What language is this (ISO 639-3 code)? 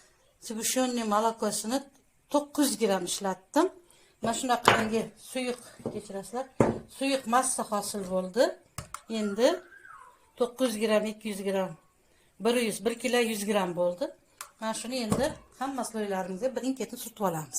uzb